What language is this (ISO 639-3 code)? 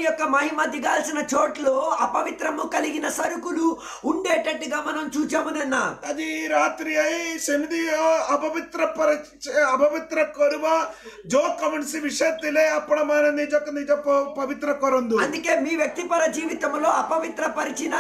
tel